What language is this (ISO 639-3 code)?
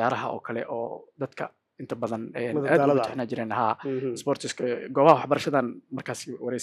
som